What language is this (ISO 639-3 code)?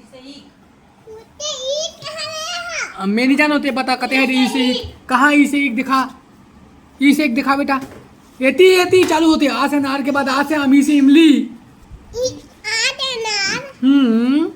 hne